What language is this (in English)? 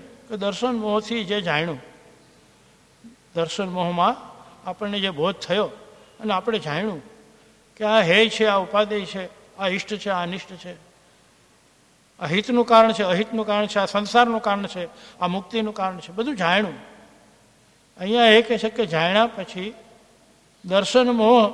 Gujarati